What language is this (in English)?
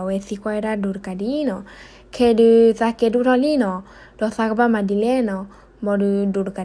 S'gaw Karen